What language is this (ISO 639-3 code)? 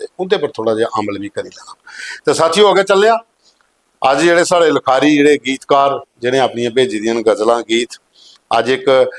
doi